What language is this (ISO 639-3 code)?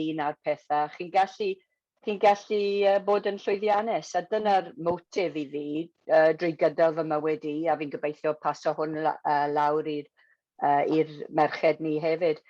cym